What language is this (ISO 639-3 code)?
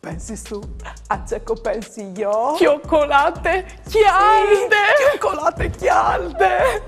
fur